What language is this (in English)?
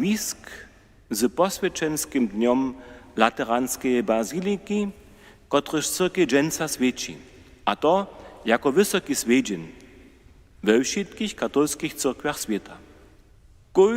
Upper Sorbian